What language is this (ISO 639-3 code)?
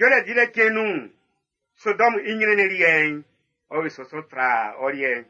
bci